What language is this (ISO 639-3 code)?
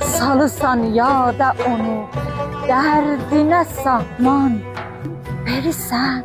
azb